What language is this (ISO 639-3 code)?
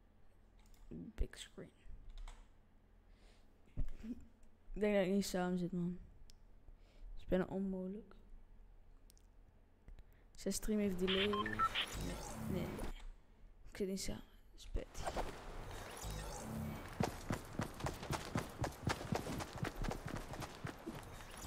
nld